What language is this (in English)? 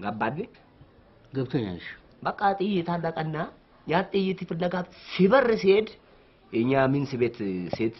Amharic